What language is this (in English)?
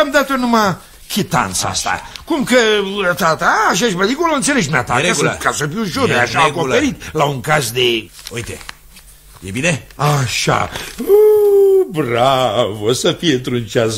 Romanian